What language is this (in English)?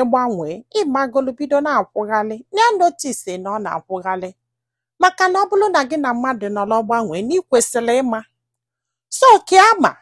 Igbo